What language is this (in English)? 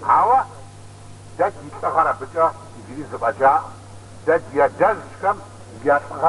Kabardian